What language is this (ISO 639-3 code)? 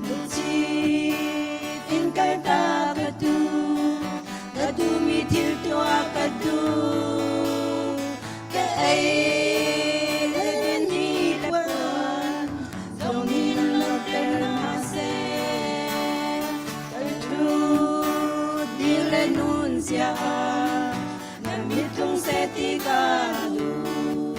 cnh